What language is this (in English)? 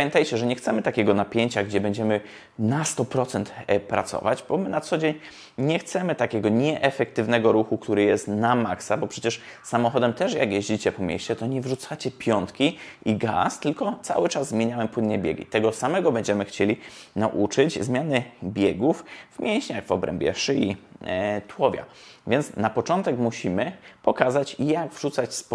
Polish